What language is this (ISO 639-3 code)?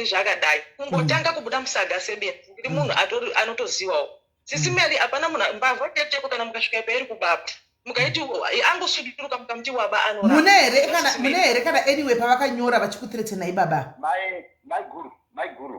sna